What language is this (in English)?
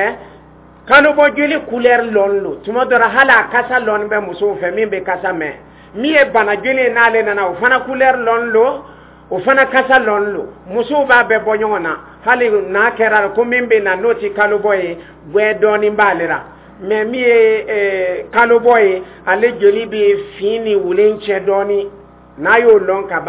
Dyula